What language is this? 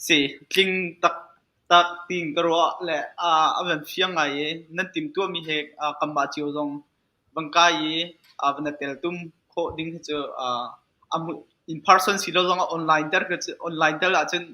Hakha Chin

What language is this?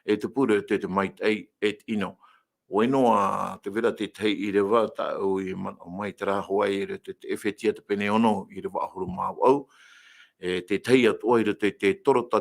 Tahitian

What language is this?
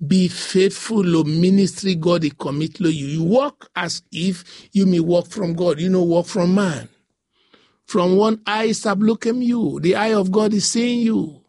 Bislama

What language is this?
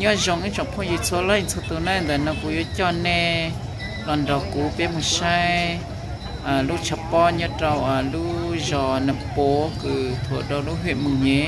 Hmong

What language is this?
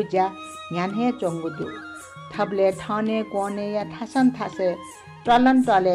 Newari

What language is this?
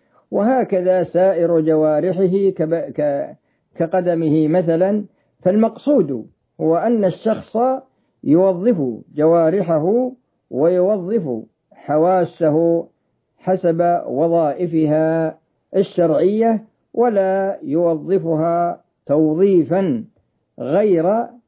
Arabic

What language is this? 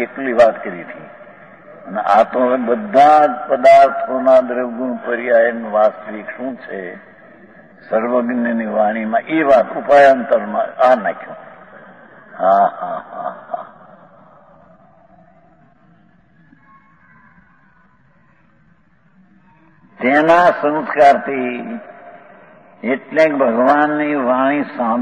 Gujarati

